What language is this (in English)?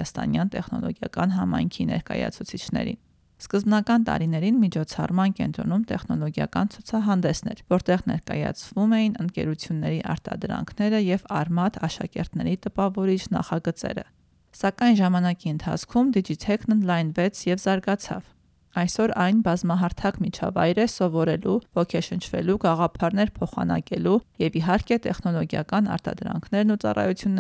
Armenian